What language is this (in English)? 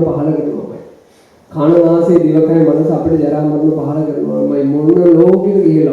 Sinhala